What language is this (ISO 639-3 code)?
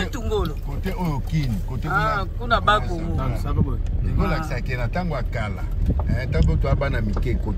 lin